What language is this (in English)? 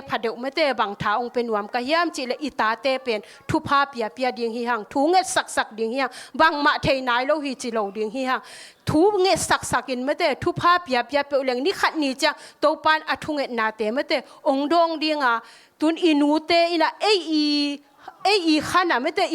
Tedim Chin